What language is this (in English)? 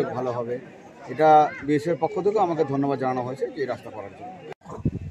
Bangla